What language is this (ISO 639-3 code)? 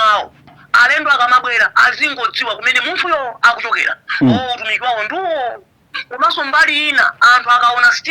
nya